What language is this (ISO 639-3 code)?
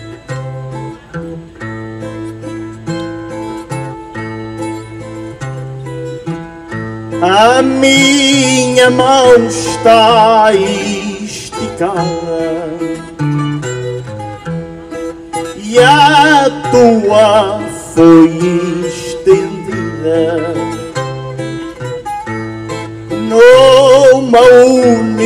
por